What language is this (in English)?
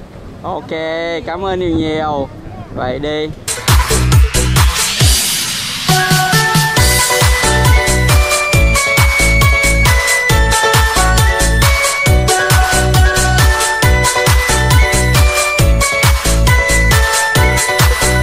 Vietnamese